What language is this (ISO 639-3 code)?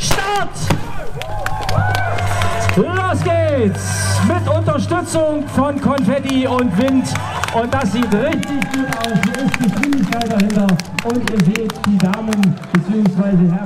deu